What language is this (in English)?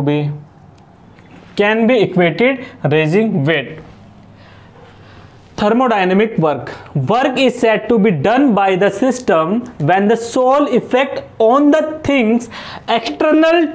Hindi